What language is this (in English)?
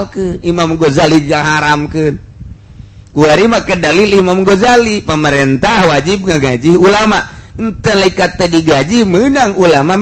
Sundanese